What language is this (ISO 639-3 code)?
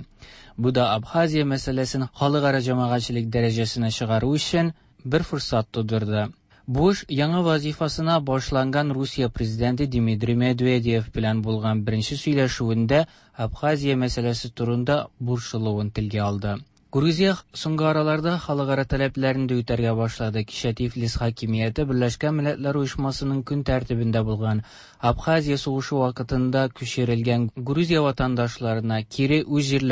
tat